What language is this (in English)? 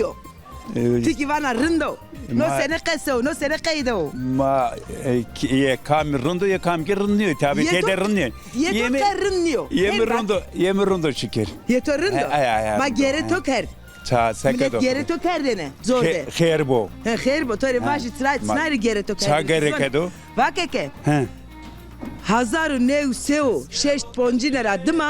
Zaza